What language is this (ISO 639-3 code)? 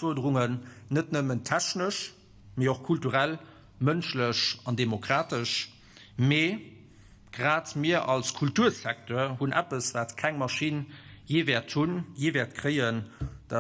ltz